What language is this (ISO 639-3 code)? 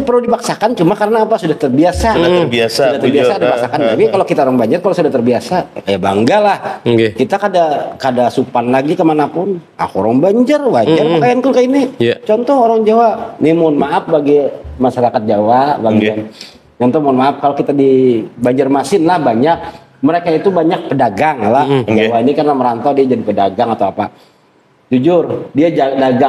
bjn